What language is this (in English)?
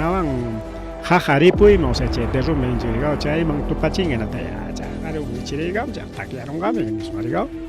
Ayacucho Quechua